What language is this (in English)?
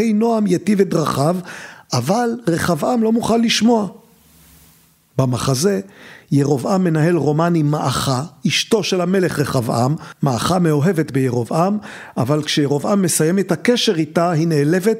Hebrew